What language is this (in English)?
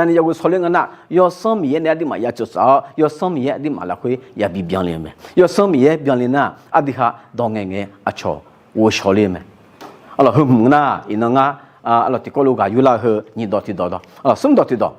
Akha